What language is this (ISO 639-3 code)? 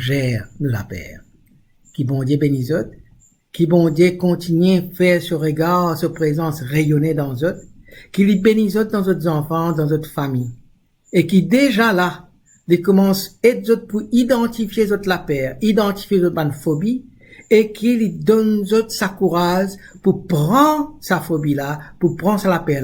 mfe